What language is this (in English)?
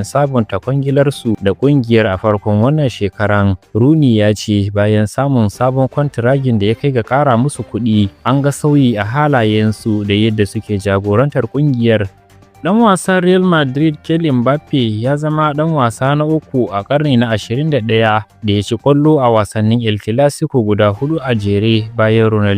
Hausa